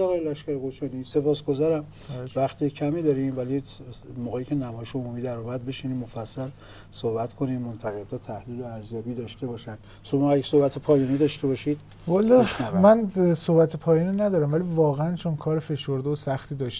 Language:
Persian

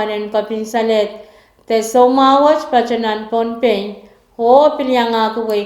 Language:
Pohnpeian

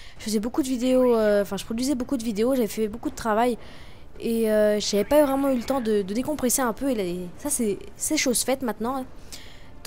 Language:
French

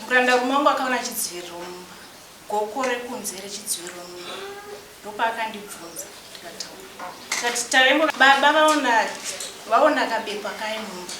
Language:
Shona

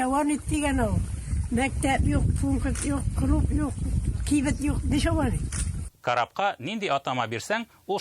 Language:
Tatar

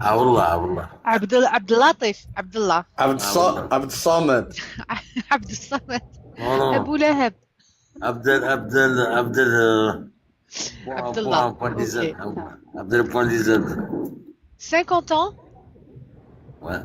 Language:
Kabyle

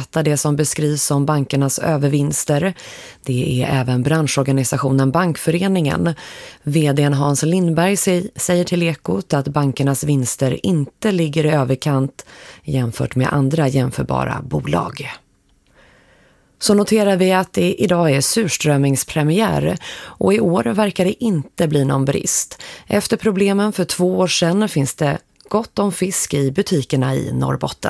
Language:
Swedish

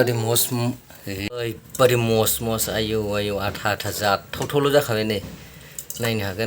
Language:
Bodo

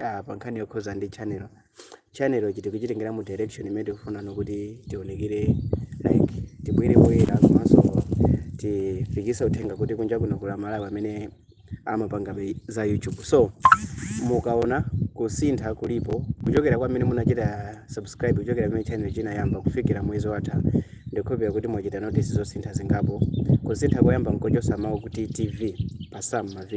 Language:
Nyanja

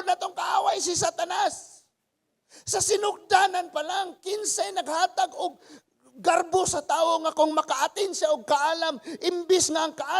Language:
Cebuano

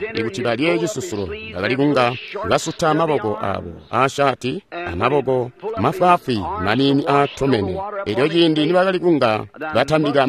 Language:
Tonga (Zambia)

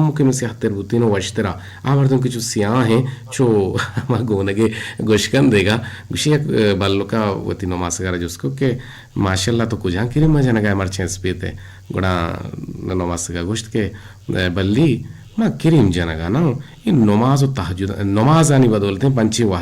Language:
Eastern Balochi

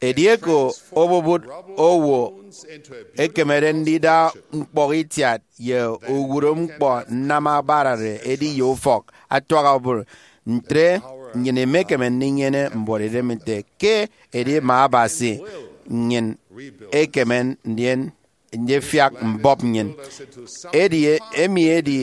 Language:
Efik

